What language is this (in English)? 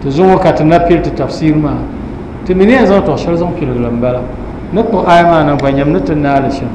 Dagbani